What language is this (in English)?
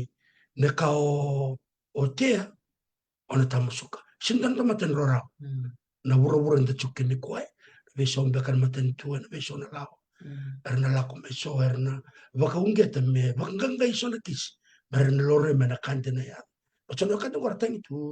Fijian